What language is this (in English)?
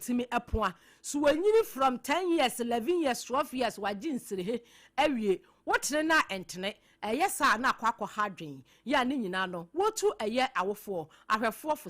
Akan